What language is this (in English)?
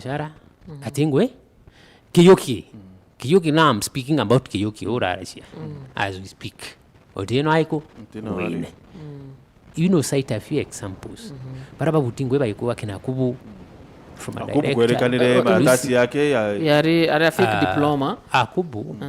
Meru